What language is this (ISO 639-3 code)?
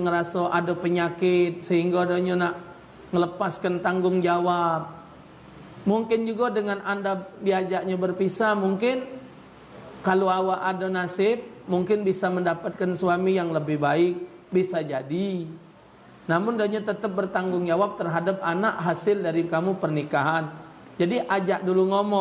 mui